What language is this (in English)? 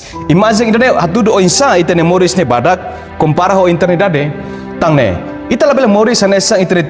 Tetum